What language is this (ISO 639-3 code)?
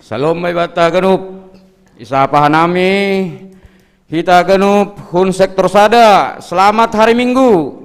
bts